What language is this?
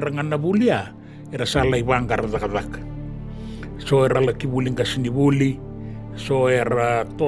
Fijian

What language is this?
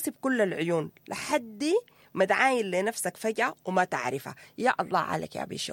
Sudanese Arabic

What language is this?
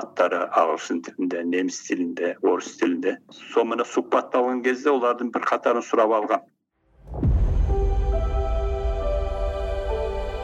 Kazakh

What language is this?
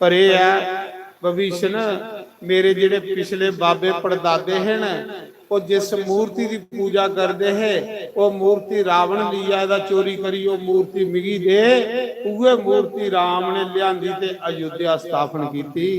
Dogri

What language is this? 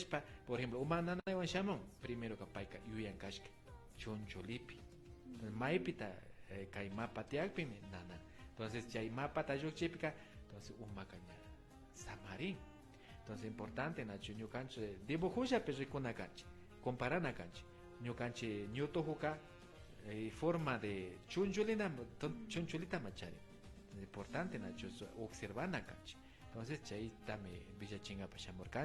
Imbabura Highland Quichua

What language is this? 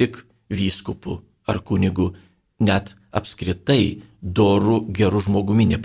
Lithuanian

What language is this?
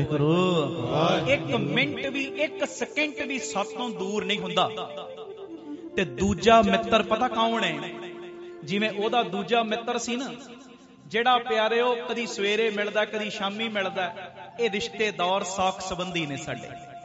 Punjabi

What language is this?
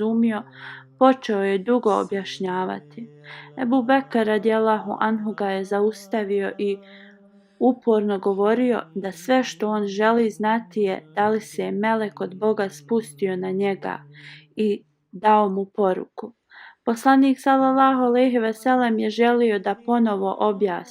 Bosnian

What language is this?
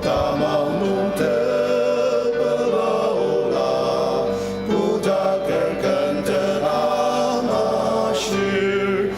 Ao Naga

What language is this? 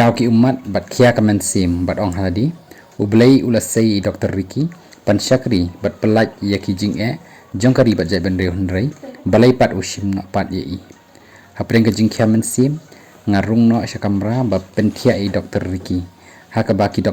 Khasi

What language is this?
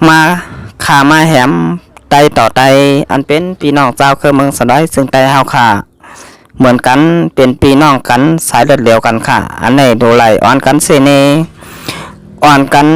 Shan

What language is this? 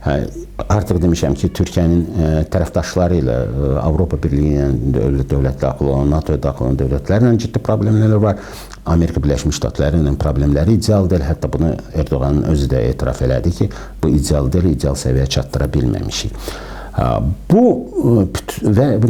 Azerbaijani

